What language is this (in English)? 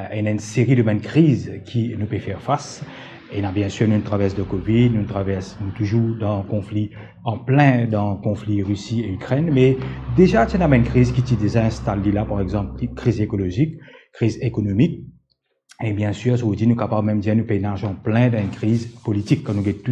Morisyen